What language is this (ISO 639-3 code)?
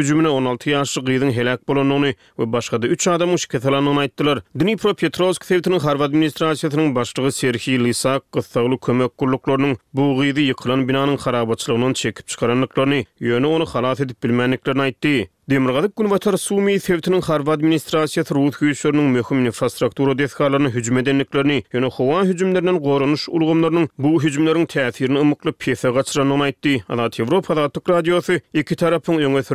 tuk